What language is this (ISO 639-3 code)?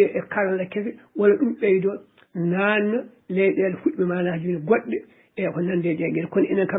ful